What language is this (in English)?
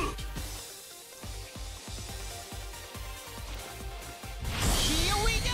Portuguese